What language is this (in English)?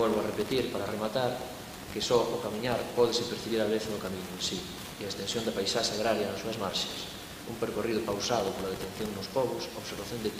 Galician